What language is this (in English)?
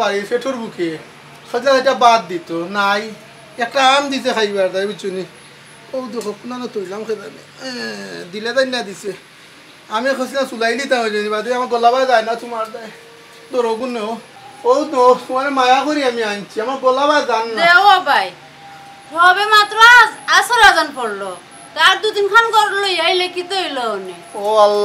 Sylheti